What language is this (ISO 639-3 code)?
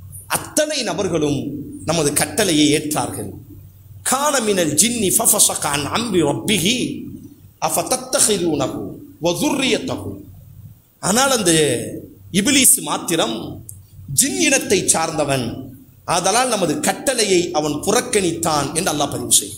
tam